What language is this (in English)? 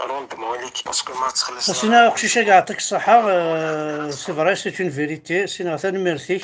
Kabyle